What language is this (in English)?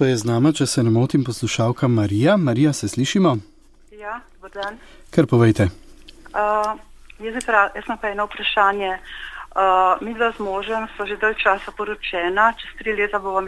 Slovenian